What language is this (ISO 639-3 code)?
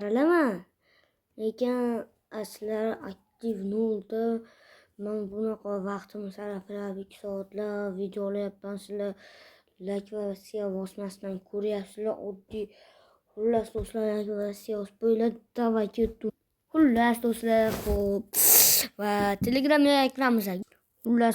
uzb